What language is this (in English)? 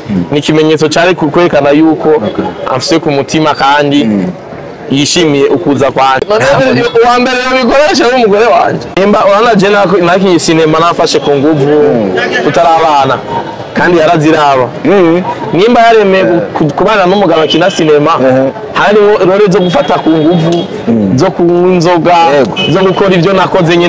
Rundi